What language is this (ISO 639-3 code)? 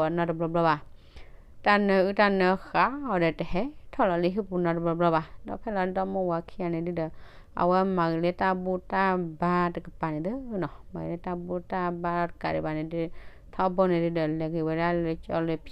ksw